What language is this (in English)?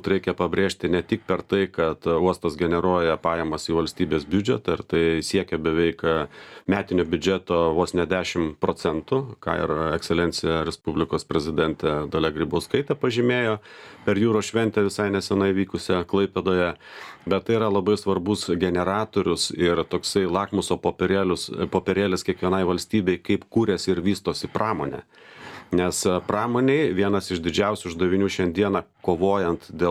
Lithuanian